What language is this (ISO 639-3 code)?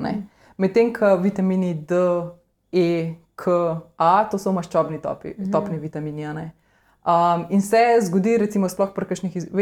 slv